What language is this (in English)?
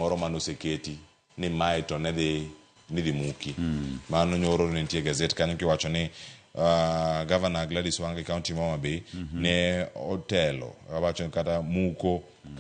Luo (Kenya and Tanzania)